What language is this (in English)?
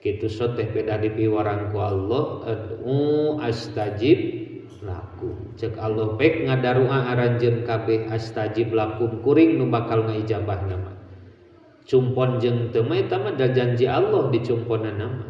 Sundanese